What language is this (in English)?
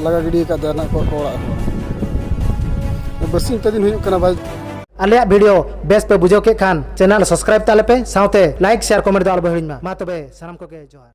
Santali